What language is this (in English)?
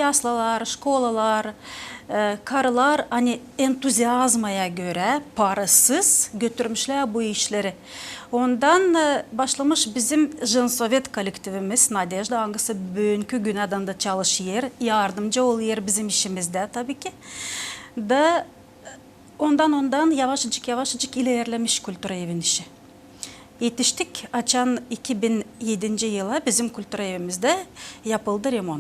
Gagauz